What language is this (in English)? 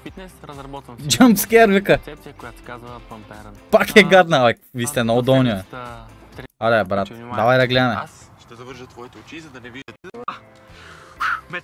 Bulgarian